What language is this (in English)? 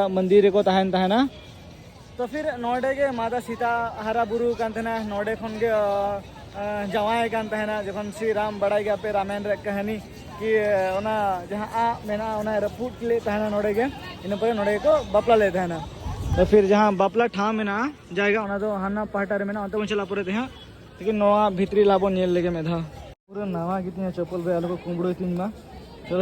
Santali